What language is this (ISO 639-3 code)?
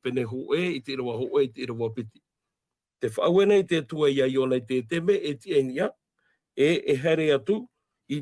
tah